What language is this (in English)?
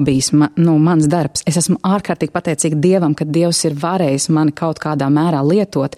Latvian